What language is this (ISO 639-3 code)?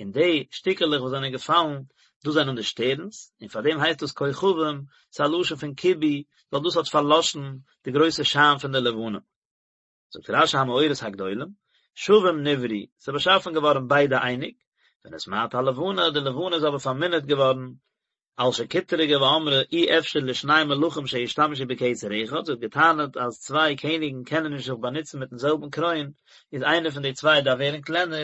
yid